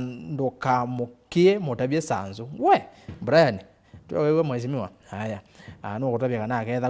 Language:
Kamba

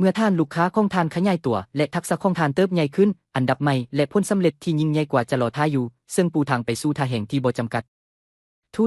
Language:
Lao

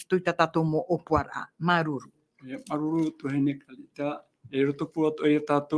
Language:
Tahitian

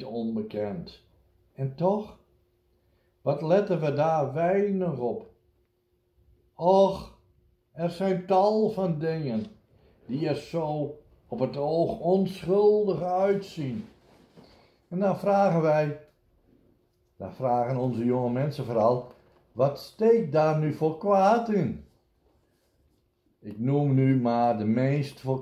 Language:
Dutch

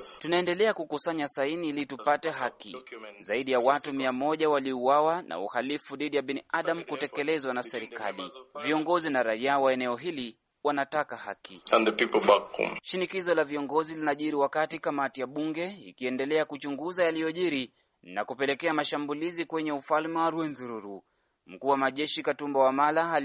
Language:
Swahili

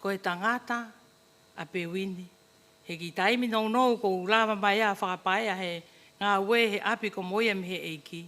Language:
Tongan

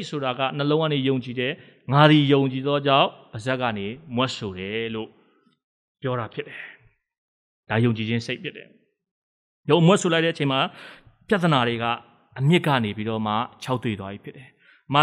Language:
Burmese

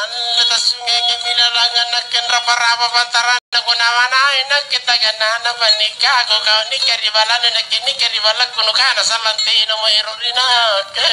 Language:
Makasar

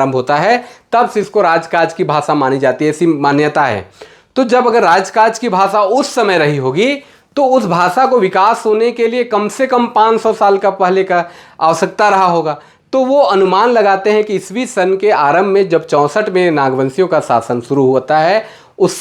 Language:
Sadri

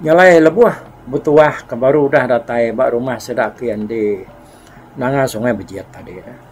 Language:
Iban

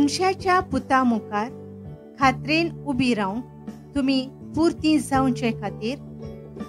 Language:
Konkani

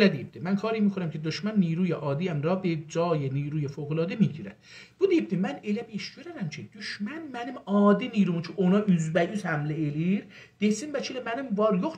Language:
South Azerbaijani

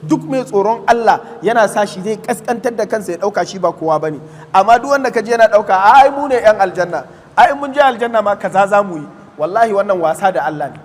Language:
Hausa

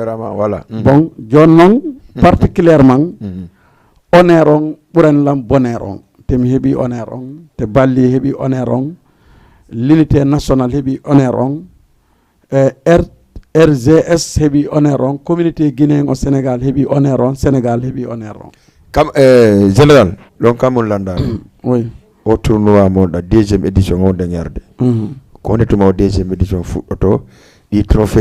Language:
Fula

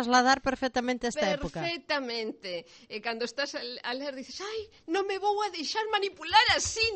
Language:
Galician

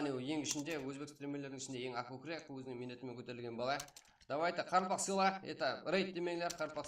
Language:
Kara-Kalpak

